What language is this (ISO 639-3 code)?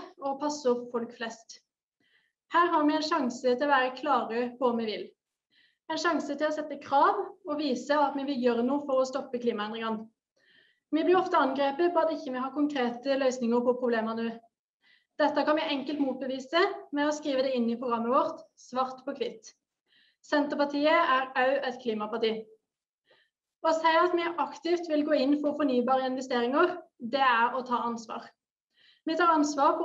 nor